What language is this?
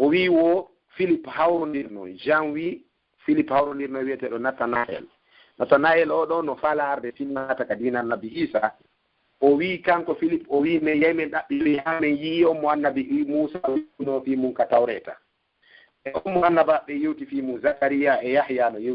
Fula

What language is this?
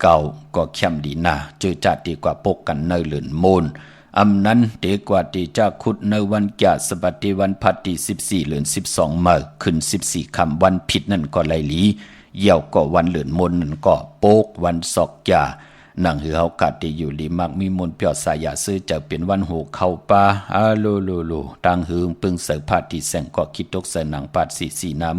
Shan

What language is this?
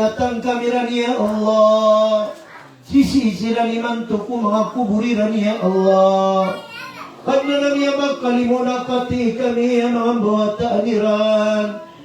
Maranao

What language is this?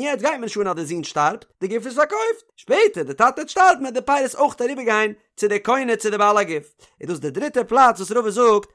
Yiddish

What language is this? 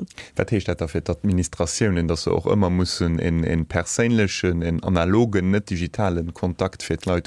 Luxembourgish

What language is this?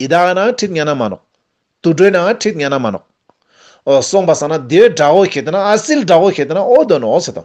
Ladakhi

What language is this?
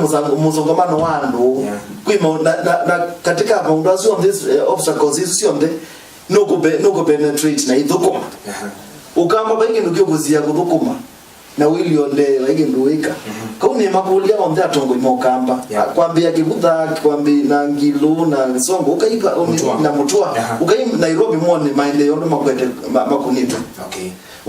Kamba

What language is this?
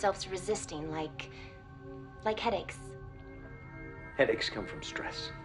English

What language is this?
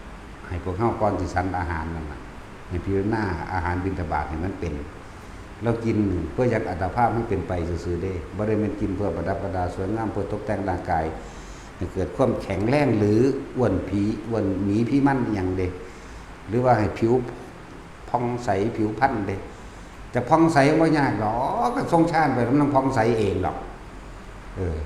Northeastern Thai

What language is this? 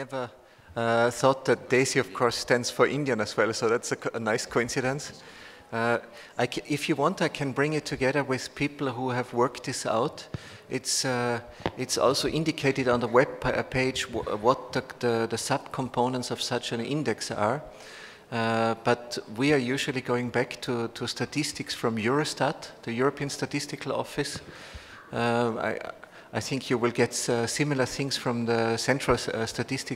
English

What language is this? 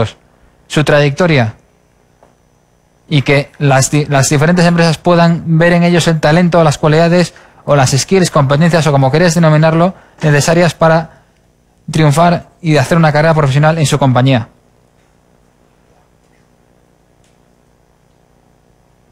Spanish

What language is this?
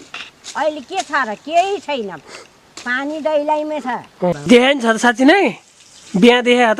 Nepali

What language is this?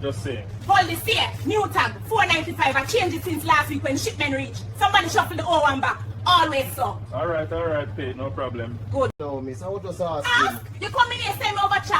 Jamaican Creole English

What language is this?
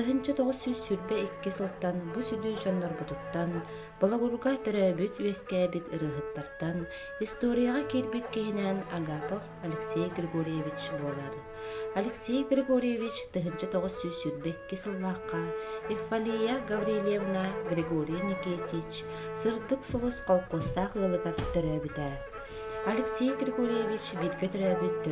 Yakut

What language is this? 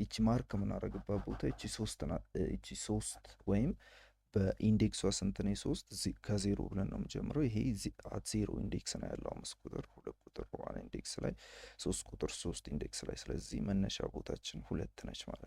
Amharic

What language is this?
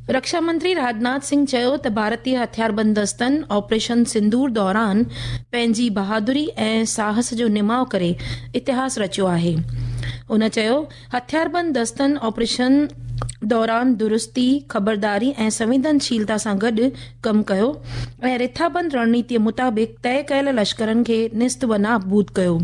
Sindhi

